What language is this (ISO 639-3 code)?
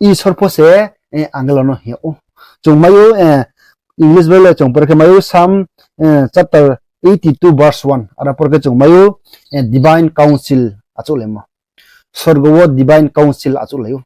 ria